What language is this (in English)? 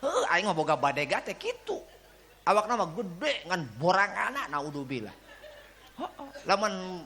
Sundanese